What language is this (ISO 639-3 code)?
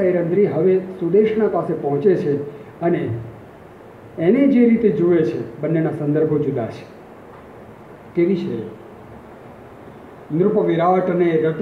guj